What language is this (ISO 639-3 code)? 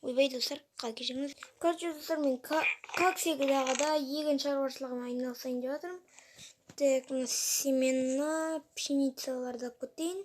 kaz